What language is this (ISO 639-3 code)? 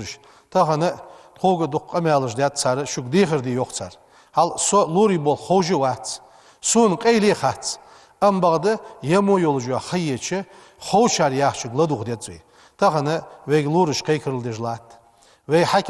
inh